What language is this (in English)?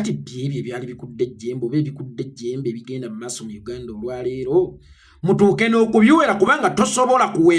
Ganda